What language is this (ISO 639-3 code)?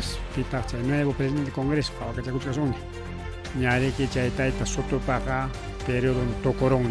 quy